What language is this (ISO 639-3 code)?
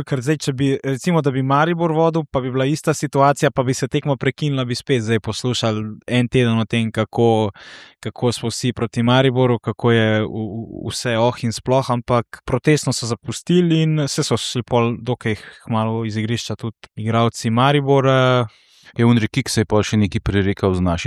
slv